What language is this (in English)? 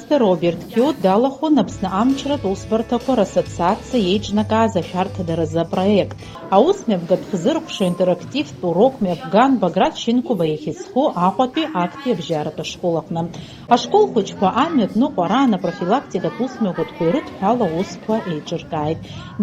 Abkhazian